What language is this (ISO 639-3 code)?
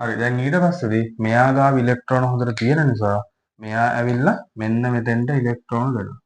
sin